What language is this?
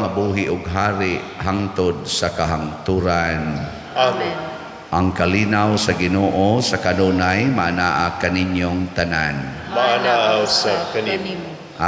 Cebuano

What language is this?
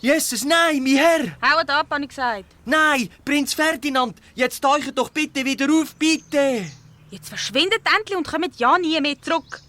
Swiss German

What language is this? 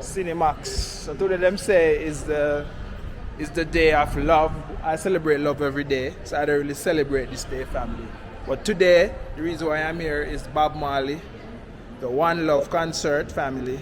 Jamaican Creole English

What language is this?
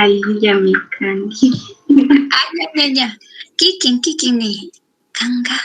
Chimborazo Highland Quichua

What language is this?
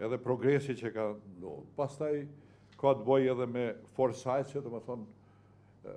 Albanian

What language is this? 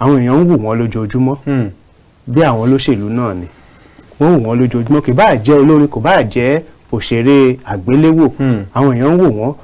Yoruba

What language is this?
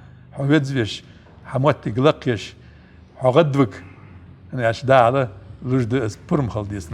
Ingush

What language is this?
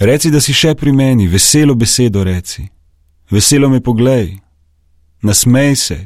Slovenian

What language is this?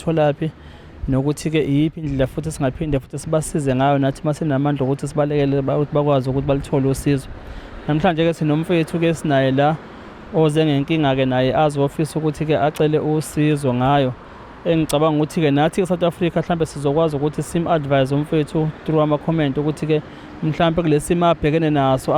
Zulu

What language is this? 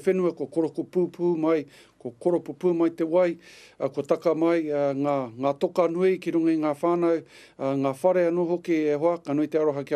Māori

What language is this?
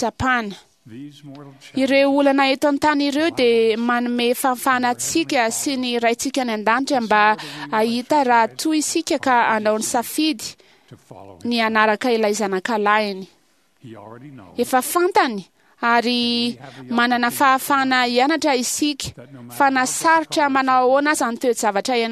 Malagasy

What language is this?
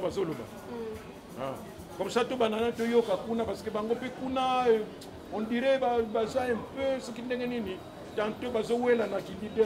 Lingala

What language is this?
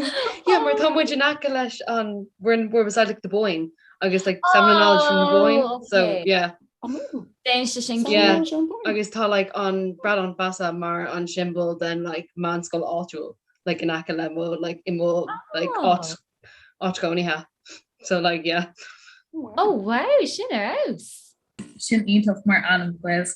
Irish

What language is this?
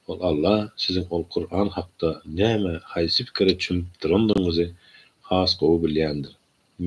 Turkmen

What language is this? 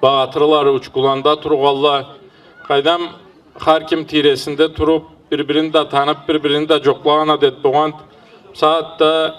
Karachay-Balkar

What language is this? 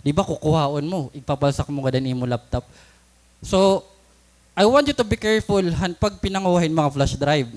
Waray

